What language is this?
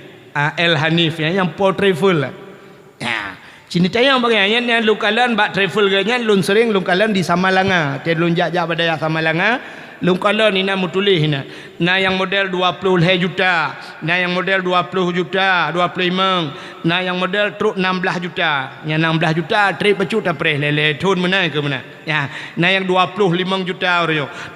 Achinese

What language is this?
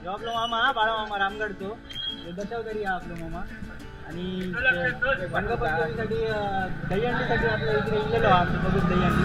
Konkani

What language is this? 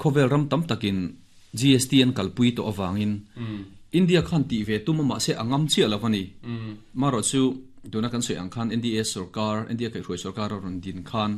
Mizo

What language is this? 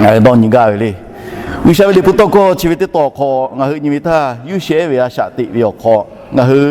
Lahu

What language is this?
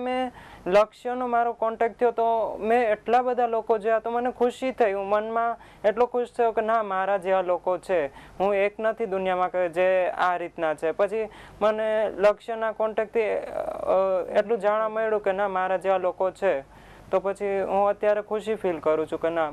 Gujarati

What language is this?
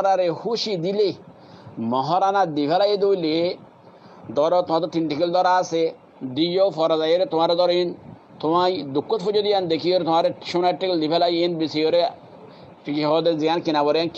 Rohingya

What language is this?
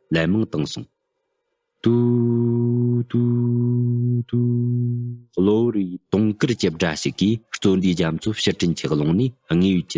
Tibetan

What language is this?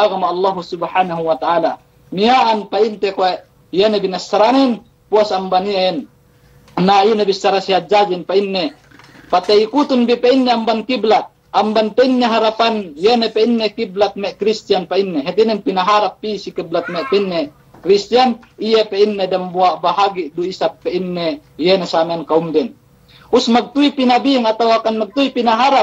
Yakan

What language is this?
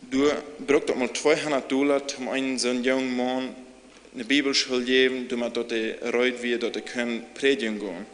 Plautdietsch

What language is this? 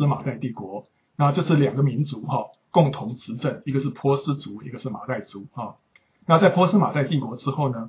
Chinese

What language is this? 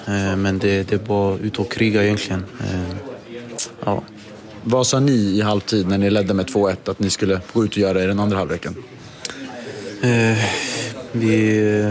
Swedish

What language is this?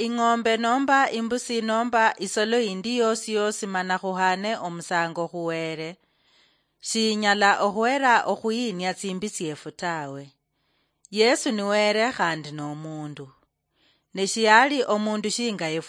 Luyia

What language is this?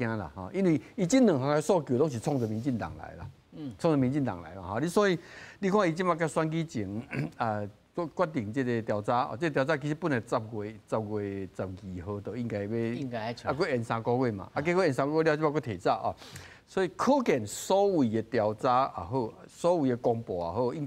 Min Nan Chinese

